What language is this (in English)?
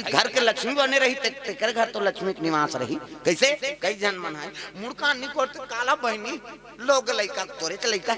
Chhattisgarhi